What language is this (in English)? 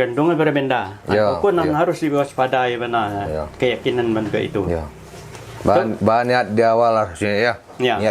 Minangkabau